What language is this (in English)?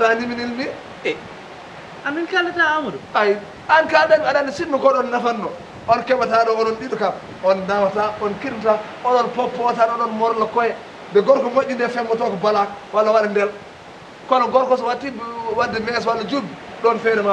Fula